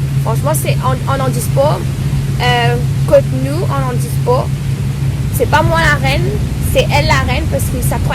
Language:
Morisyen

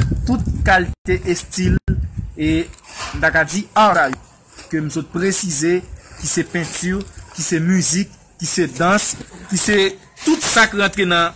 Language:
Haitian Creole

